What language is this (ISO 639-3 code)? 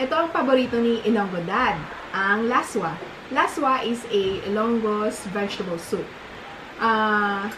hil